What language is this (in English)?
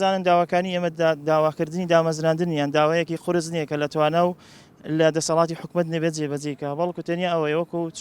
Central Kurdish